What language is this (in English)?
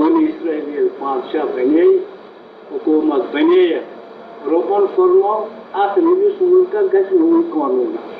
Kashmiri